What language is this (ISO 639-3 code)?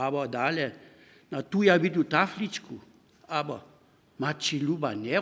hsb